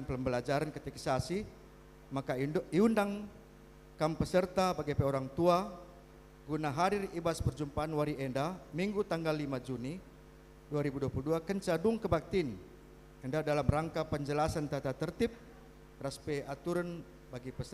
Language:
Batak Karo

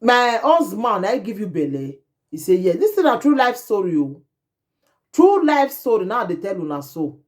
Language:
Nigerian Pidgin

